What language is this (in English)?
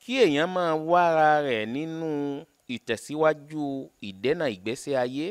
Yoruba